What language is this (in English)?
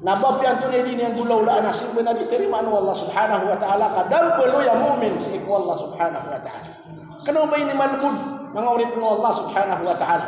Maranao